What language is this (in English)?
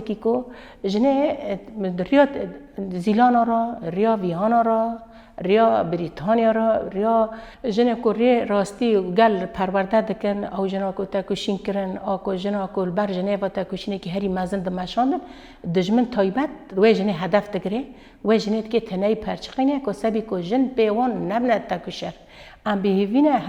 Kurdish